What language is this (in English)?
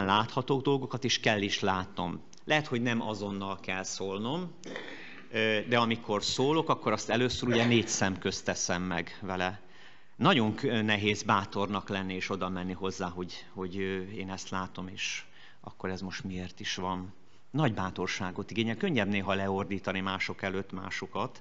Hungarian